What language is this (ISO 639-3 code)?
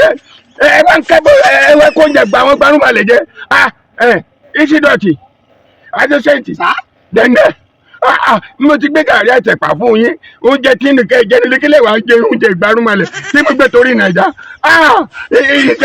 yor